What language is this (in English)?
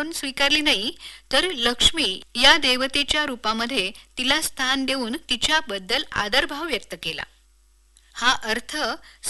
Marathi